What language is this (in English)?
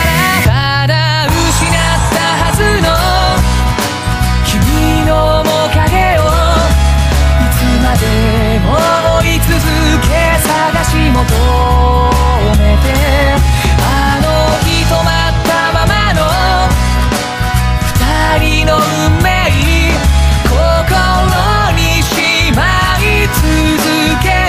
Japanese